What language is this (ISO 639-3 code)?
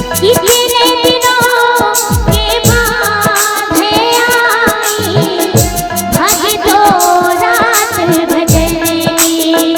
hne